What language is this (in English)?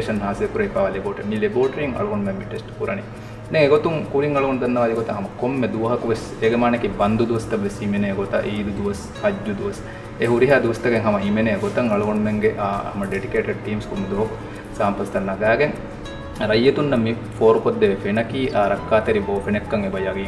Divehi